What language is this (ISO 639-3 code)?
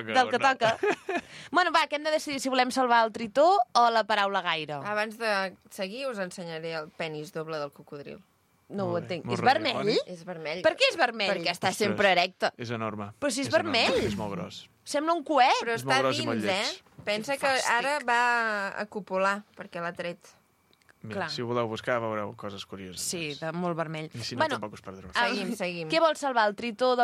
cat